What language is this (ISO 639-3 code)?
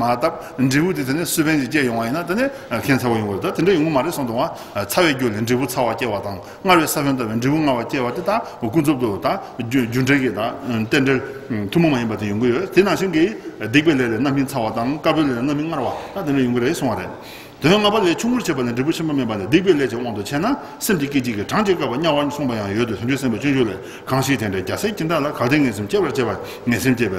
bod